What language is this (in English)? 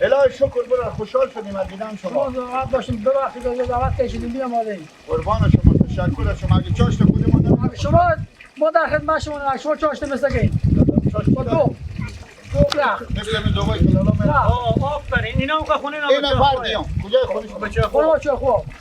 Persian